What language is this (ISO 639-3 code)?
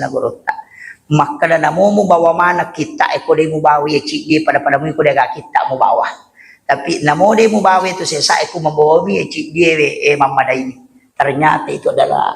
bug